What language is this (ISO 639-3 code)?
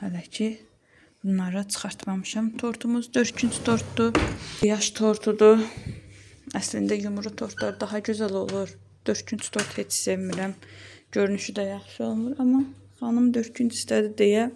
aze